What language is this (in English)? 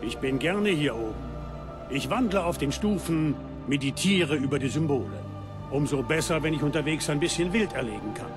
Bavarian